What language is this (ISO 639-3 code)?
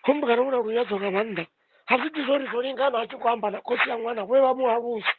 ven